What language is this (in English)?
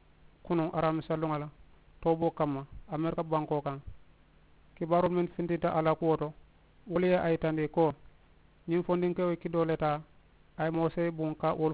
Mandingo